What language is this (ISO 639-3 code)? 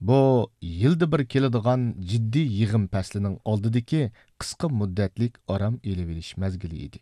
uig